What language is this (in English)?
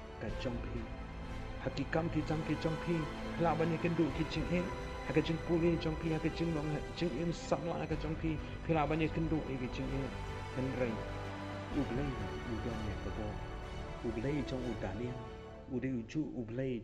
Khasi